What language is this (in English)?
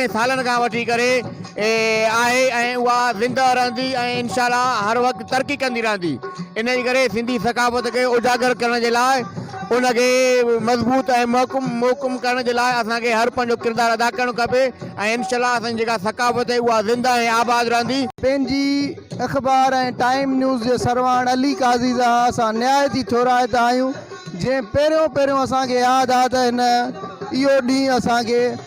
Sindhi